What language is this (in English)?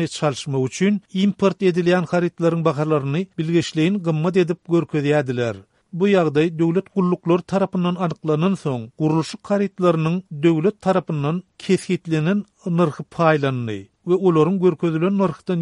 Turkmen